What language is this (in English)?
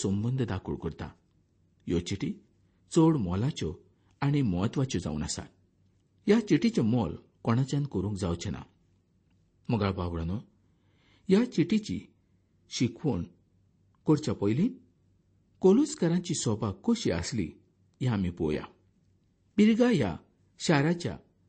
Konkani